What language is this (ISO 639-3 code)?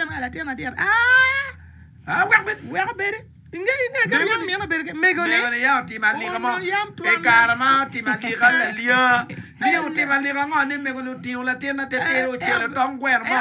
ach